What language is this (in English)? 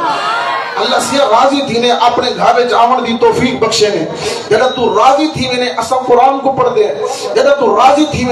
Saraiki